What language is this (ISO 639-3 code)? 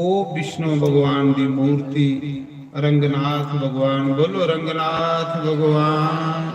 doi